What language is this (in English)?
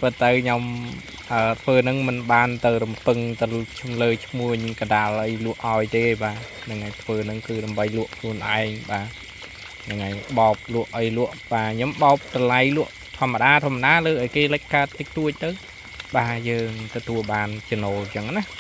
Khmer